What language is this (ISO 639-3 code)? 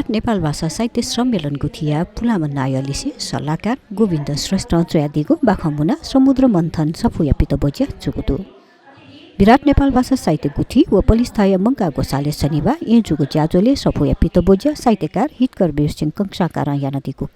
new